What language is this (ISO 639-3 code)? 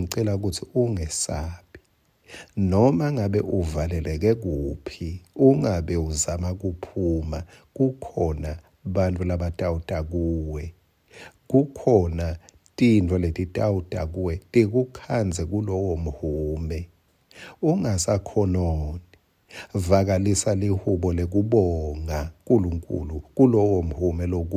ssw